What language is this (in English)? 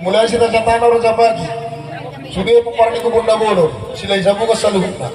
Batak Toba